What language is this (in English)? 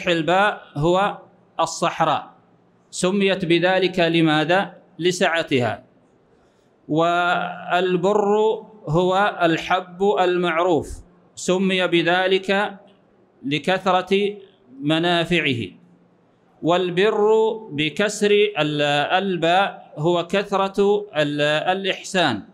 Arabic